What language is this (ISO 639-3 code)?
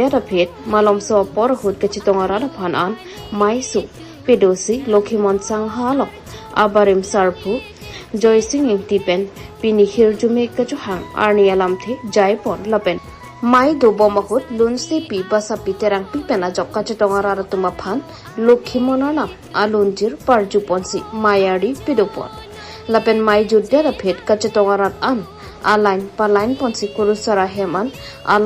mjw